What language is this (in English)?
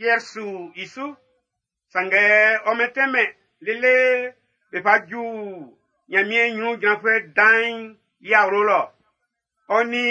Baoulé